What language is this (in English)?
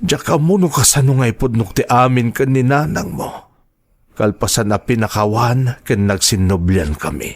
Iloko